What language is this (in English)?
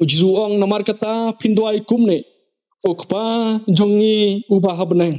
Khasi